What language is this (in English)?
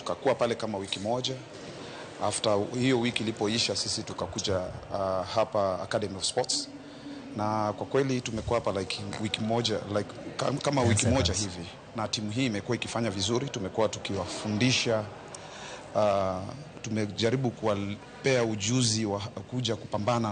Luo (Kenya and Tanzania)